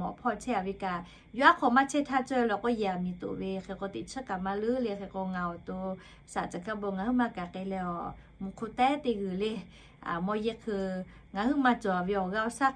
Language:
Lahu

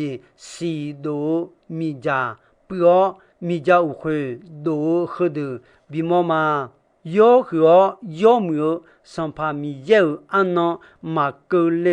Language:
Akha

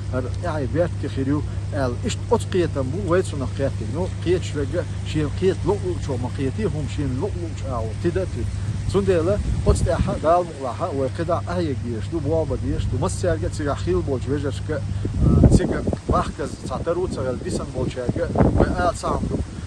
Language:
Chechen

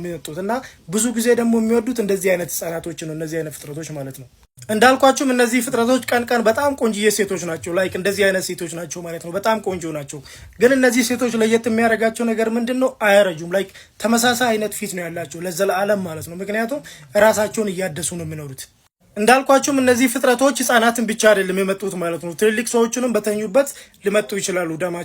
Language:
Amharic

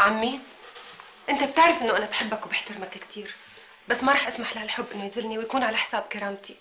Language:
North Levantine Arabic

